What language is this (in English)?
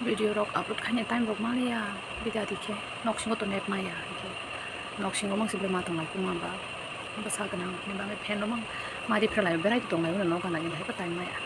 Kok Borok